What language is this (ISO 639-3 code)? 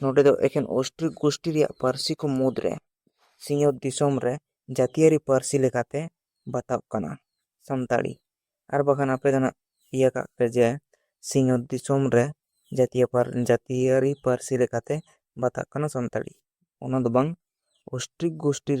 sat